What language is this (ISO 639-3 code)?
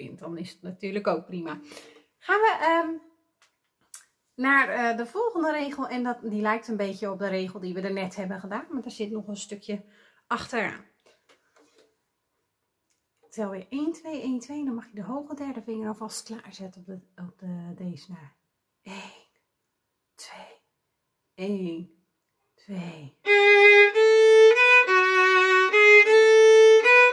nld